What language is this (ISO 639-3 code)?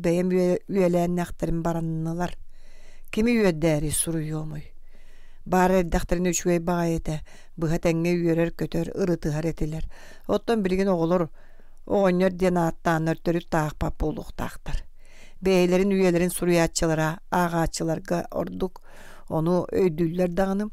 sah